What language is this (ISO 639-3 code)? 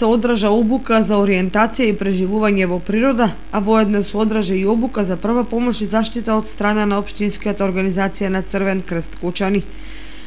mkd